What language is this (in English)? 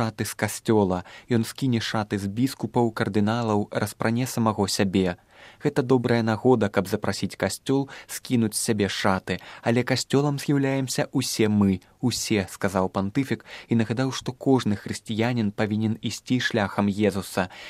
Belarusian